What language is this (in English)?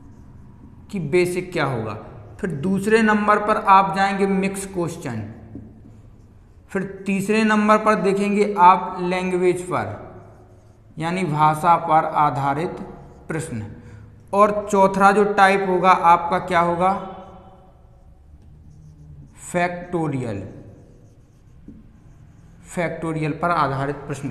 Hindi